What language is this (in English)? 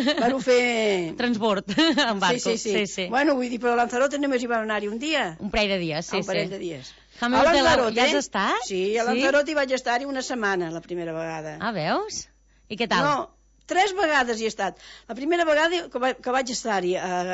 Catalan